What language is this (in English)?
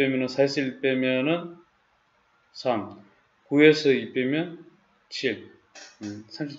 Korean